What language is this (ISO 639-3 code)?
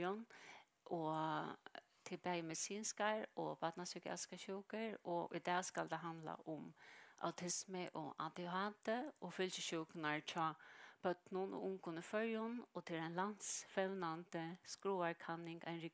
fao